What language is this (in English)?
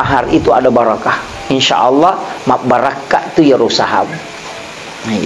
Buginese